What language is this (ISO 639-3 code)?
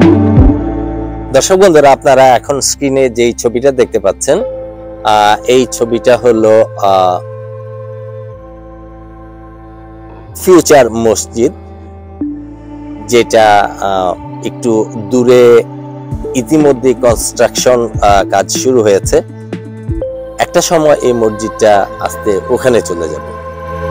ben